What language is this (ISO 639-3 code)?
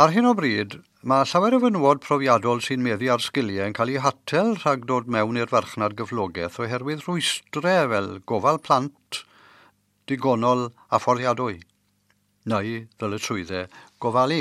cym